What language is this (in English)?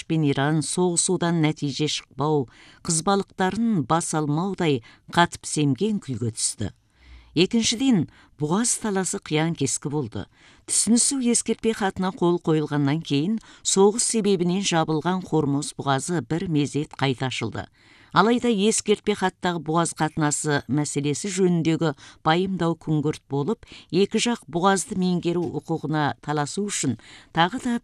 Kazakh